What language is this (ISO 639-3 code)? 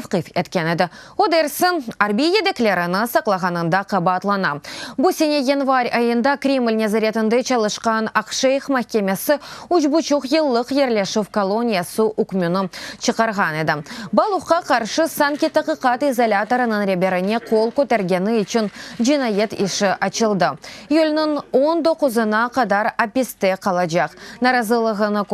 crh